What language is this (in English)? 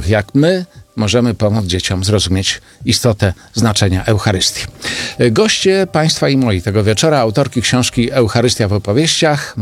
Polish